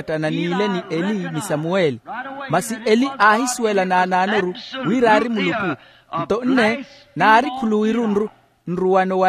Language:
Makhuwa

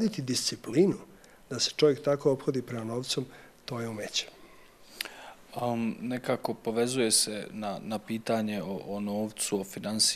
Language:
Serbian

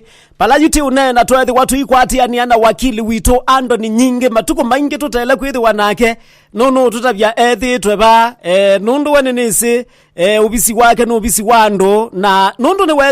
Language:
Kamba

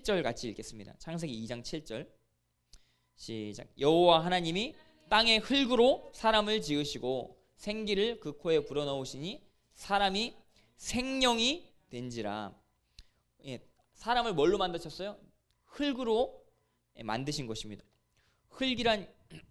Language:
Korean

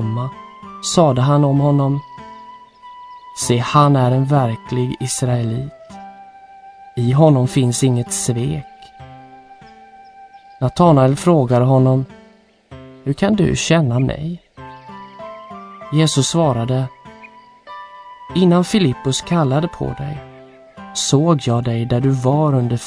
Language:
Swedish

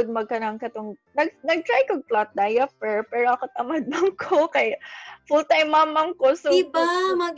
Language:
Cebuano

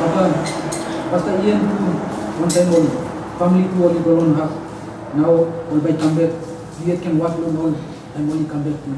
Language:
Tok Pisin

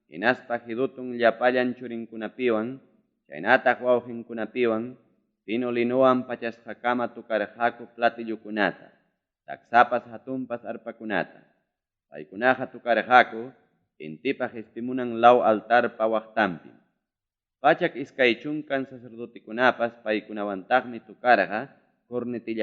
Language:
Ayacucho Quechua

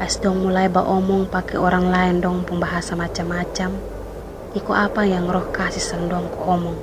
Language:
Kupang Malay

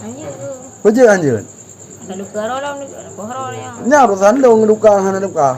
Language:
Achinese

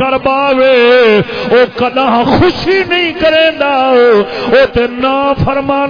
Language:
Saraiki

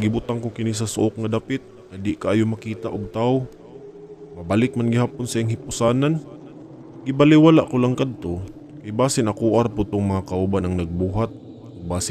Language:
Cebuano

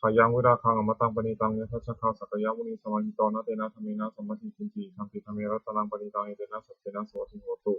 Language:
Pali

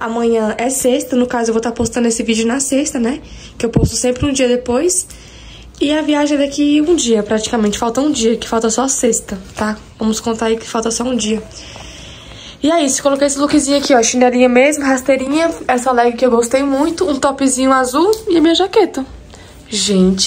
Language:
Portuguese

